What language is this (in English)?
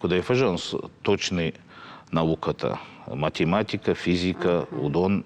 Ossetic